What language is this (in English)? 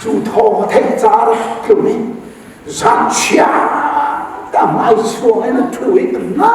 Hakha Chin